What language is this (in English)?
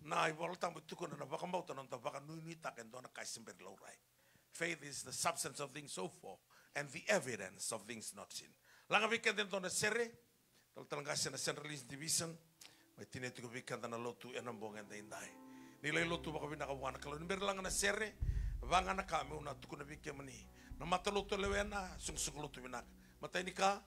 Fijian